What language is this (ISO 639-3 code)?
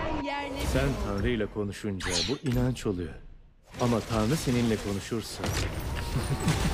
tur